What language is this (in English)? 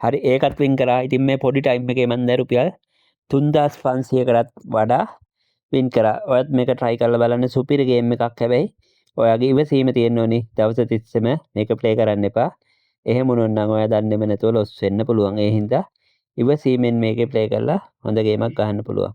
Sinhala